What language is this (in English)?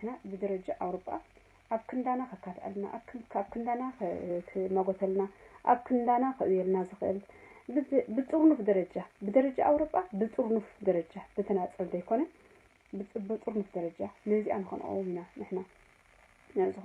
Tigrinya